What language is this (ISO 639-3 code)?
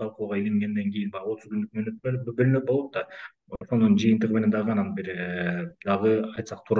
kir